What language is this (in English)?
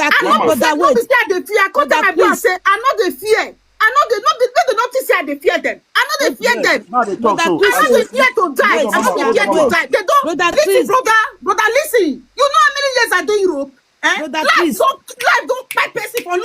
Nigerian Pidgin